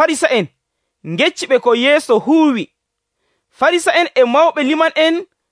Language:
Nigerian Fulfulde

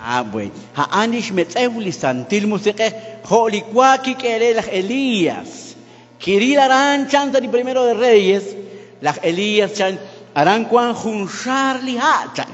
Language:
Kekchí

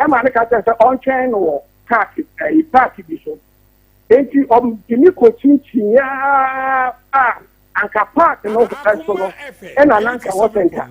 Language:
Akan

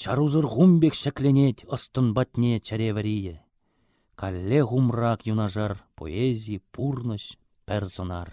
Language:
Chuvash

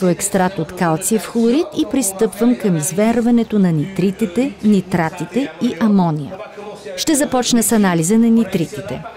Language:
Bulgarian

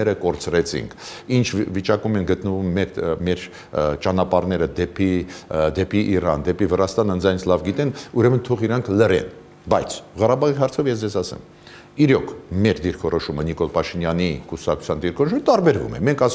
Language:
Armenian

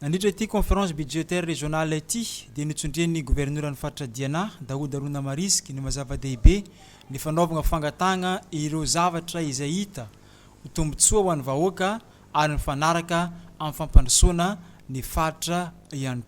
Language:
Malagasy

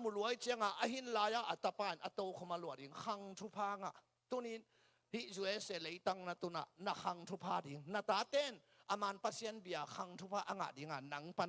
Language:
Tedim Chin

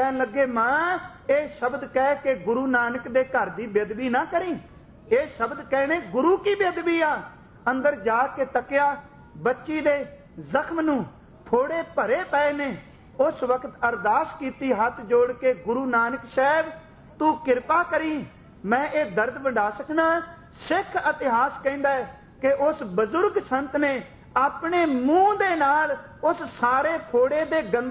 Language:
Punjabi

